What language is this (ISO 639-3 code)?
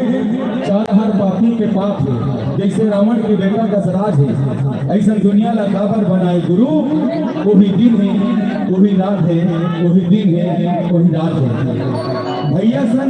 hne